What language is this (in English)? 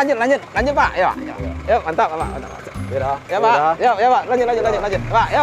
Minangkabau